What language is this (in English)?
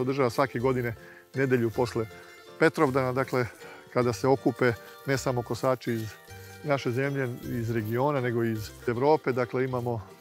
Serbian